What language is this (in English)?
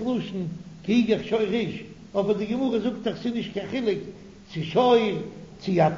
Yiddish